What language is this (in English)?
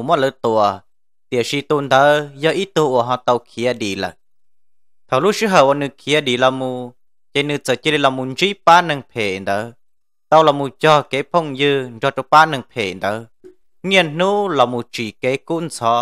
Vietnamese